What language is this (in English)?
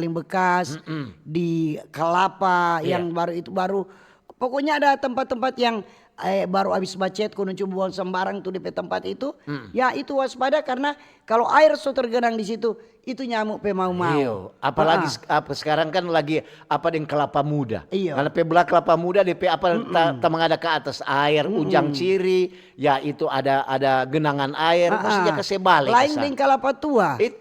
Manado Malay